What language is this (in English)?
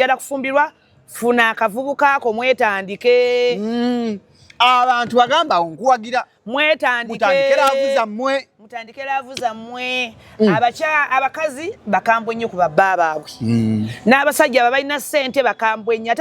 Ganda